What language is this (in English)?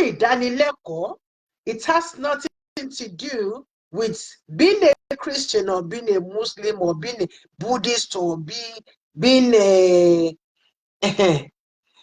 Yoruba